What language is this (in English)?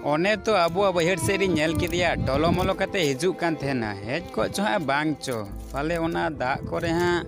Santali